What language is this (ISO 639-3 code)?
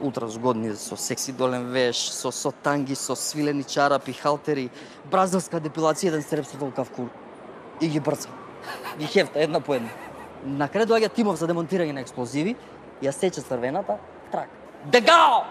mkd